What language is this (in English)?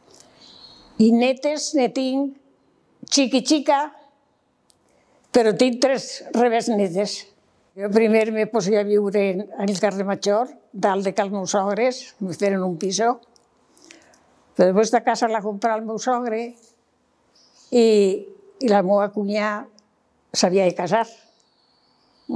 Catalan